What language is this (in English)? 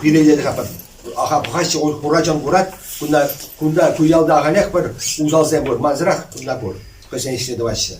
Chuvash